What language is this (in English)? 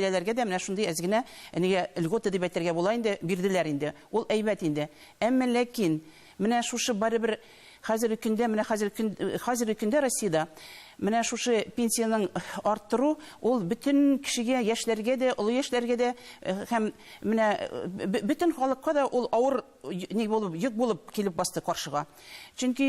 Tatar